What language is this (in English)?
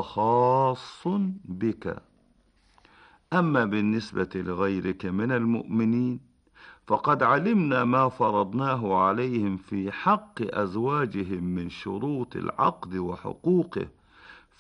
Arabic